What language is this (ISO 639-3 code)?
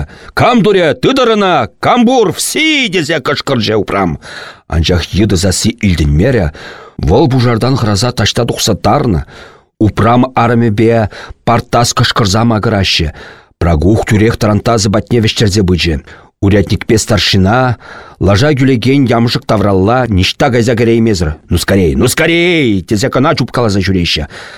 chv